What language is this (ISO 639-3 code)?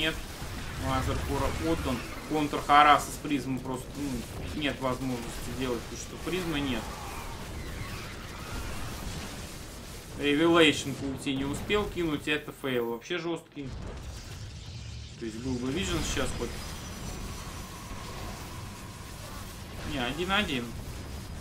rus